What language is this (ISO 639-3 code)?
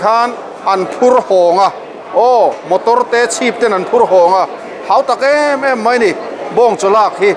lus